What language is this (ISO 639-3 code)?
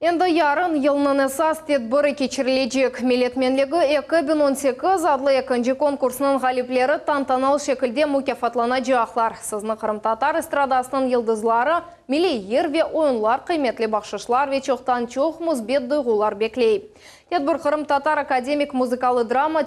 crh